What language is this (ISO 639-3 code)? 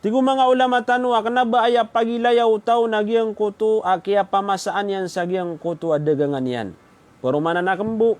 mrw